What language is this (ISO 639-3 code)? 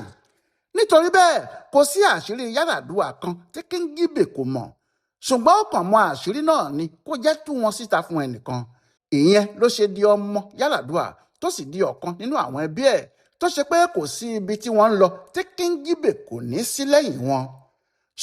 yor